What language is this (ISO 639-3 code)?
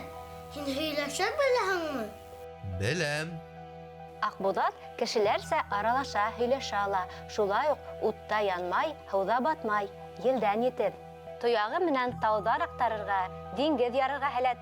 bak